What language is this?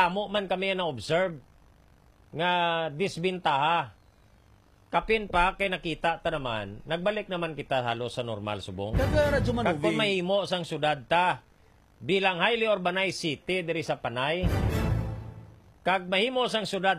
Hiligaynon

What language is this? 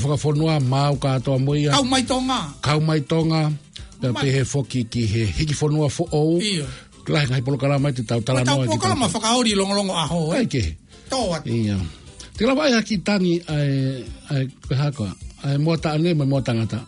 Tongan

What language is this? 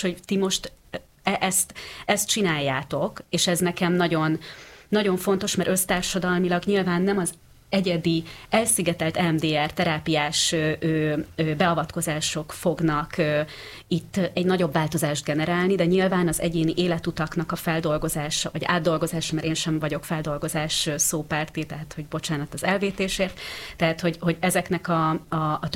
Hungarian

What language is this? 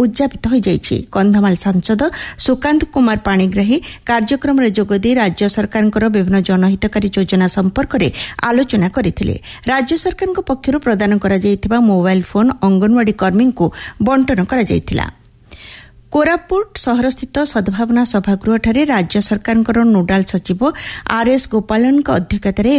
Odia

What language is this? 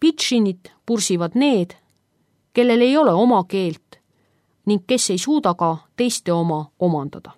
Estonian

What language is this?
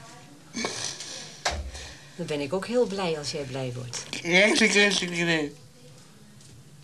Dutch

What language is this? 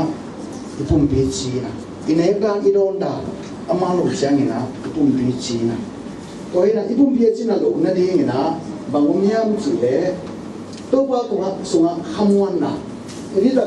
Tedim Chin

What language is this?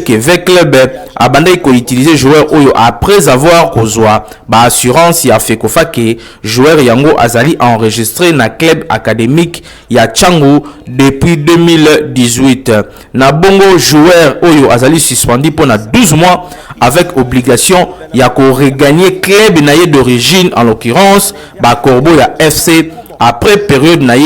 Lingala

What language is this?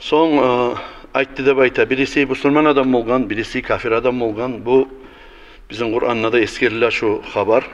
Kumyk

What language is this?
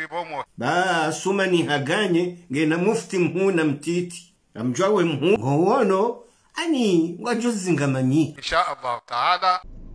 Ngazidja Comorian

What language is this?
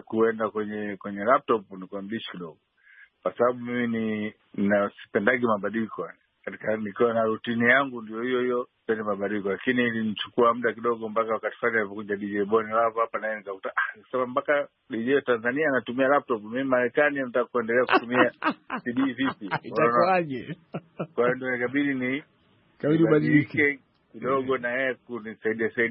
Swahili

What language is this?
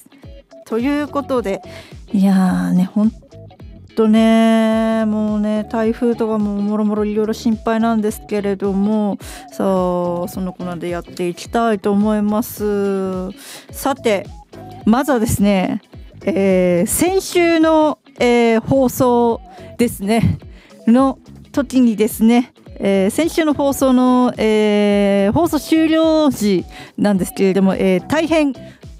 Japanese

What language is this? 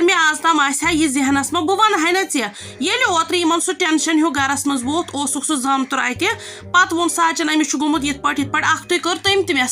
Kashmiri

